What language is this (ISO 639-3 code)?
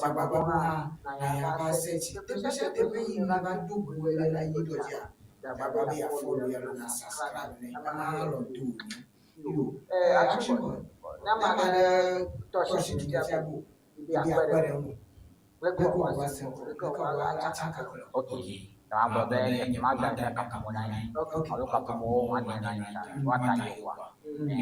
ewe